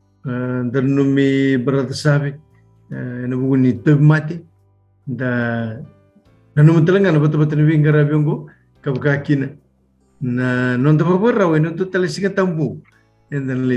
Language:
Fijian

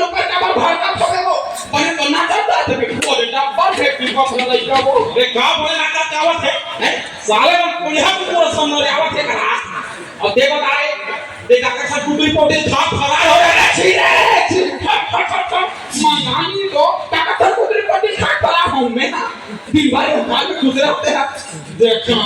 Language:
Chhattisgarhi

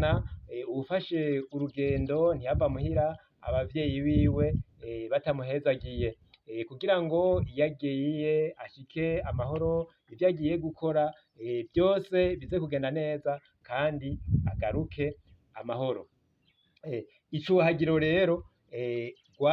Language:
Rundi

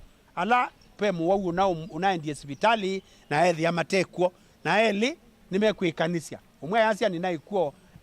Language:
Kamba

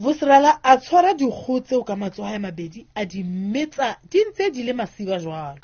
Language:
Southern Sotho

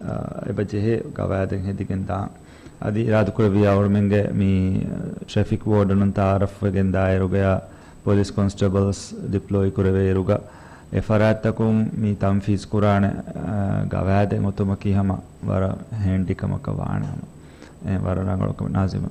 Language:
Divehi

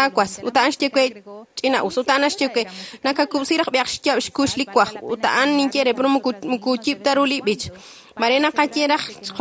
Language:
Kekchí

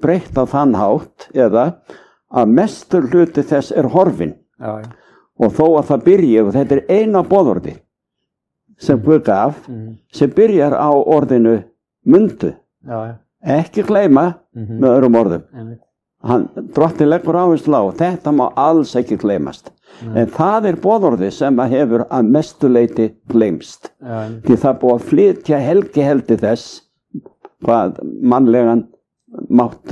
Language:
Icelandic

